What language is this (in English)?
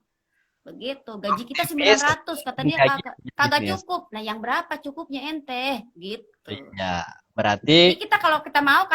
Betawi